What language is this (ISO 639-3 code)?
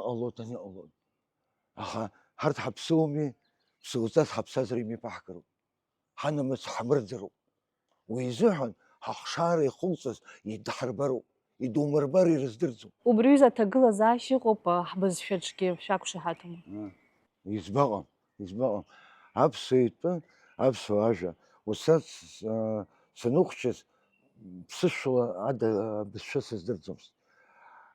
abk